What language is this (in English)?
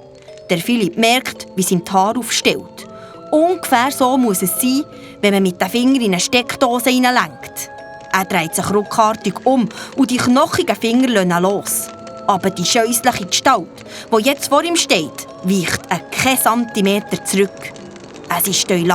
Swiss German